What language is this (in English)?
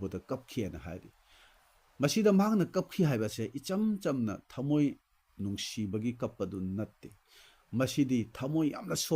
Manipuri